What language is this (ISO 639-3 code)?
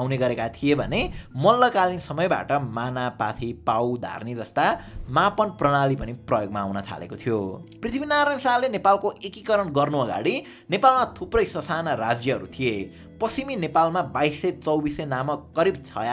nep